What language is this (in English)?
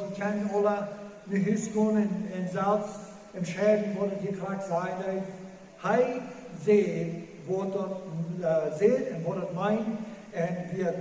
Plautdietsch